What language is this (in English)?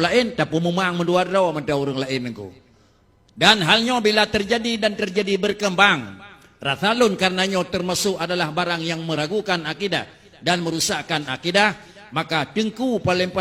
Achinese